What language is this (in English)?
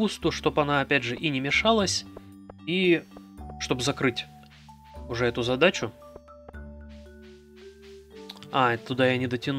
Russian